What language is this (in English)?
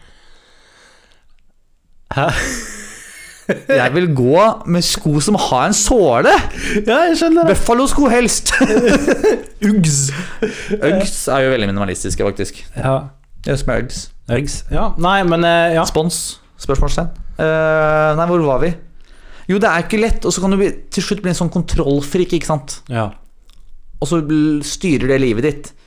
Norwegian